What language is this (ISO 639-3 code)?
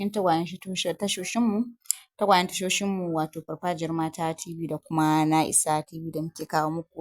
hau